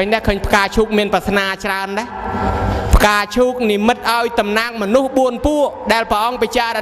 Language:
Khmer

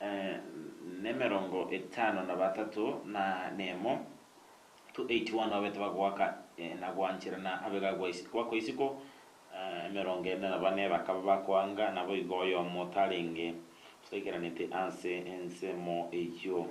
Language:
Gusii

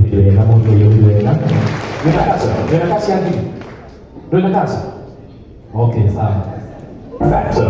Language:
Kikuyu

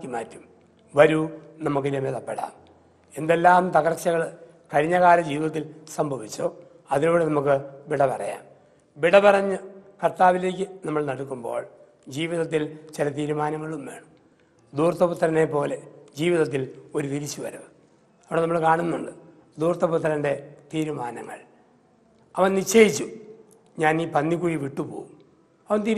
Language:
Malayalam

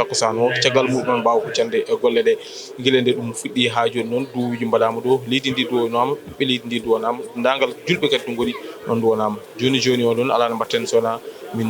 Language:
Fula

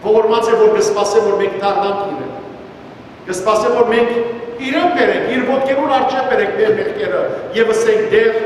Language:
Western Armenian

